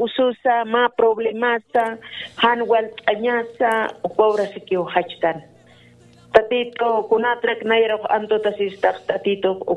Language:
Aymara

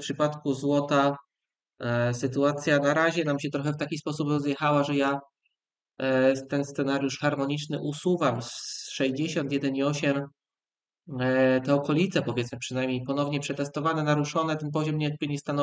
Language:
Polish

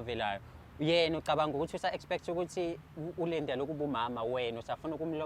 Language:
Zulu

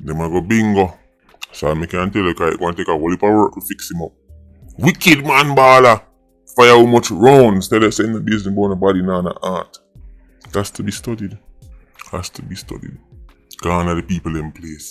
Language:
Jamaican Creole English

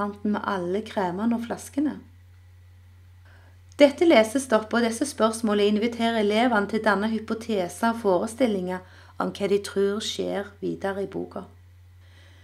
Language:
Norwegian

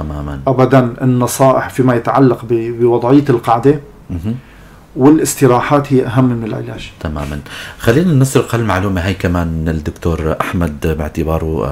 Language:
North Levantine Arabic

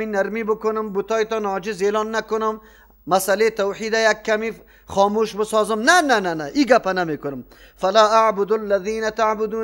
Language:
Persian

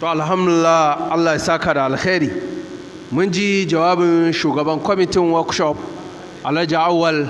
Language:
Hausa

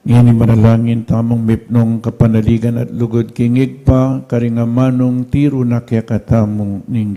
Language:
Pampanga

